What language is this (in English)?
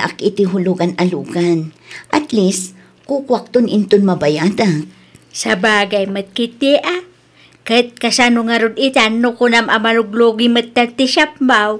Iloko